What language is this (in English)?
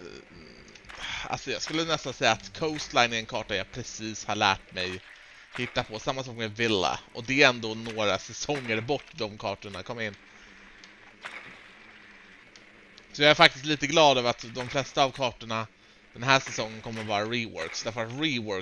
Swedish